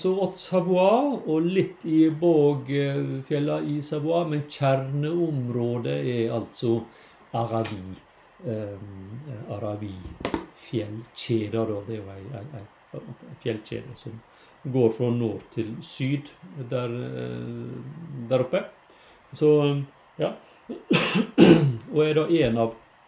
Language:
Norwegian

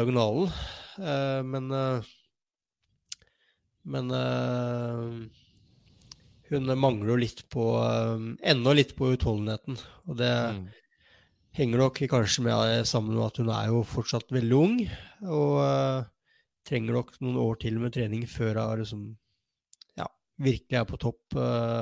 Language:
Norwegian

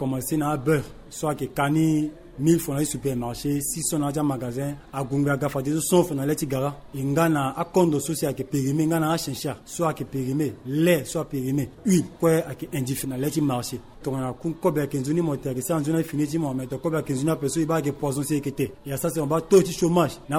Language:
Sango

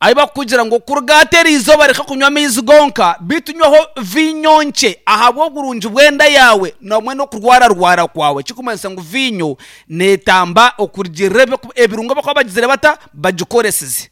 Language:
Nyankole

